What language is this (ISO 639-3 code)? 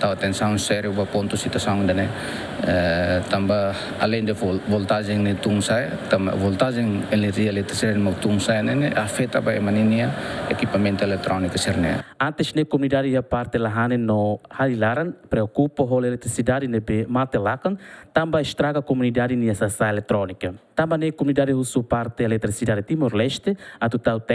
tet